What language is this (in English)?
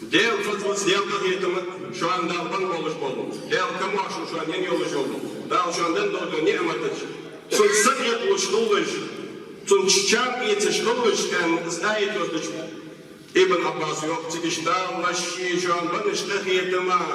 Ingush